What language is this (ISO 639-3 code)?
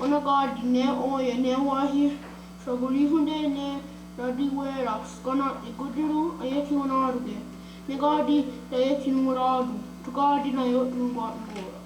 moh